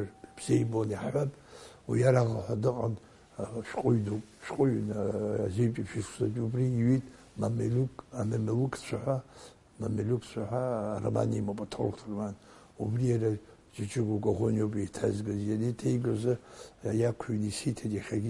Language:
Abkhazian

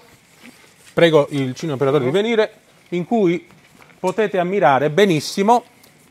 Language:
Italian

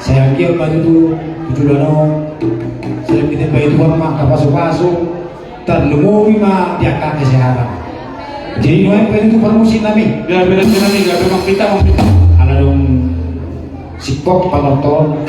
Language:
Batak Toba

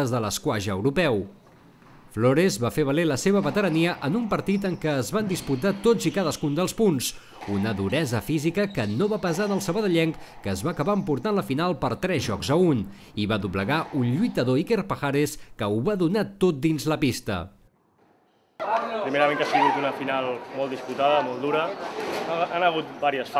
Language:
Catalan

